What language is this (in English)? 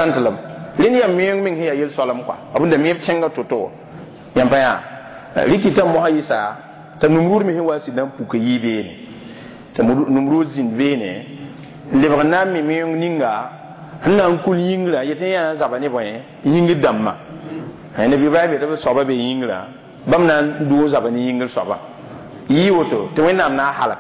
Mossi